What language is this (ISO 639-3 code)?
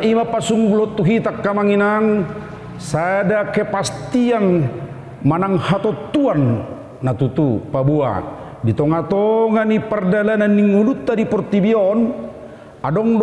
bbc